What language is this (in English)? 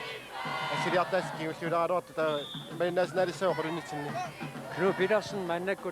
Kalaallisut